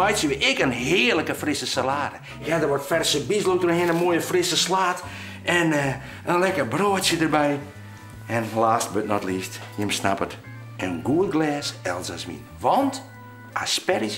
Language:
Western Frisian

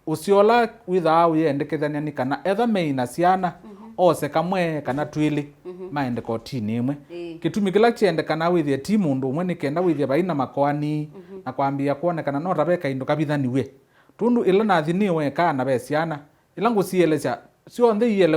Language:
Kamba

